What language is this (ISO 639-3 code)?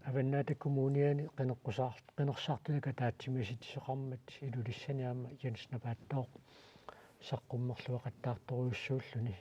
kal